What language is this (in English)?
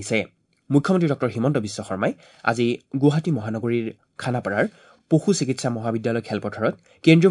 Assamese